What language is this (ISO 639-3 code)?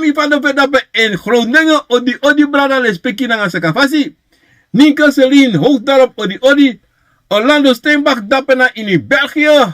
srn